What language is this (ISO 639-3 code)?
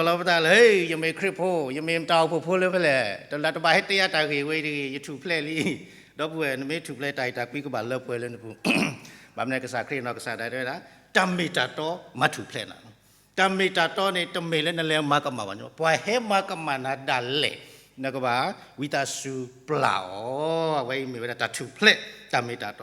ksw